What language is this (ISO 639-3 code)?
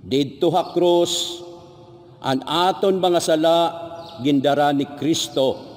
war